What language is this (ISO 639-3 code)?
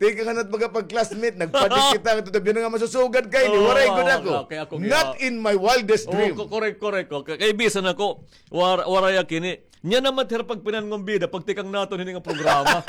war